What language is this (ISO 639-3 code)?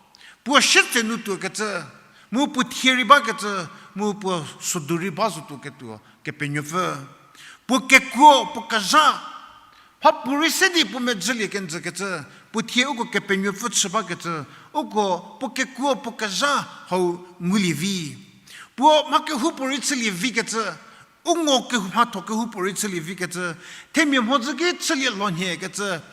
njm